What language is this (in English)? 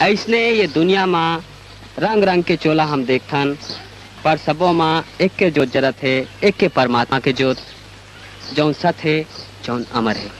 Chhattisgarhi